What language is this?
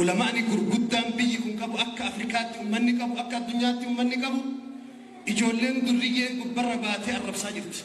Oromo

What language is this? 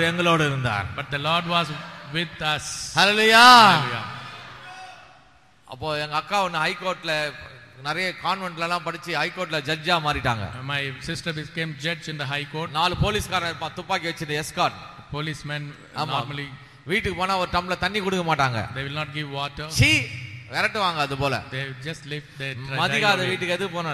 Tamil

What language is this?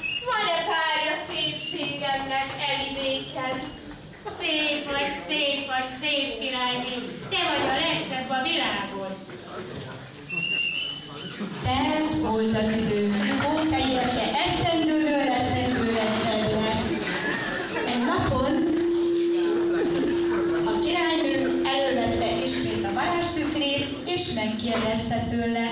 Hungarian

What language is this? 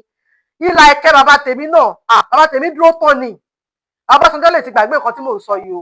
Yoruba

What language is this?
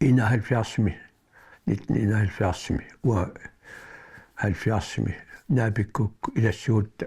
Kalaallisut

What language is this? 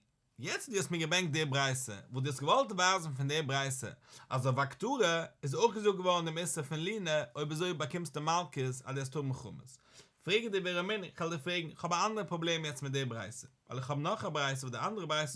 Yiddish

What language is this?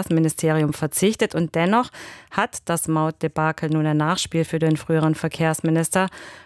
German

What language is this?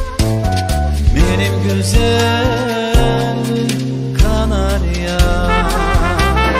Turkish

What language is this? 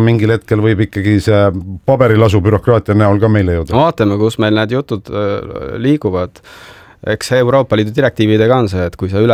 Estonian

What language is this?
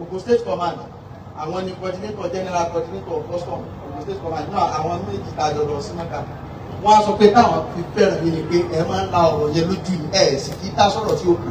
Yoruba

